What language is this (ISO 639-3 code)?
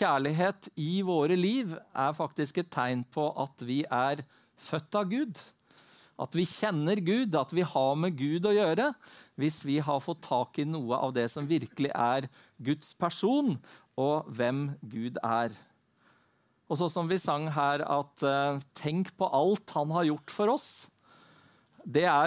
nor